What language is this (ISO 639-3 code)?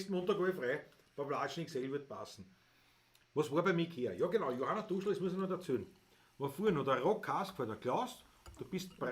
bar